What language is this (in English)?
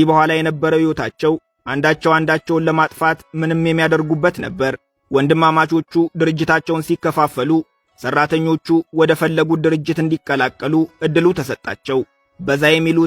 Amharic